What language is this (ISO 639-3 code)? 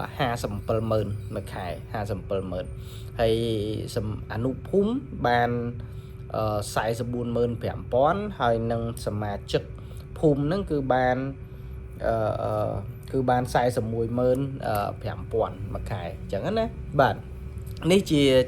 khm